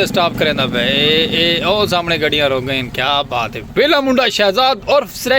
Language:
Saraiki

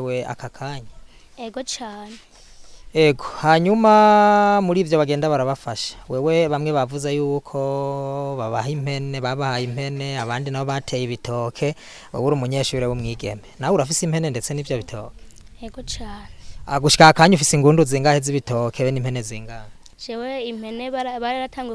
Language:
Rundi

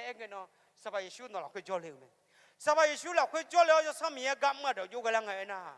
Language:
Akha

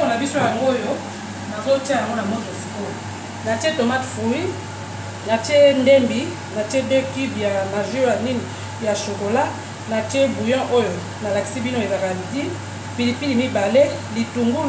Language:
Lingala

